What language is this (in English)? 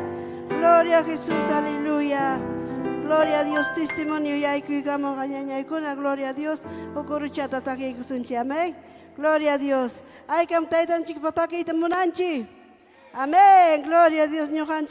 Ayacucho Quechua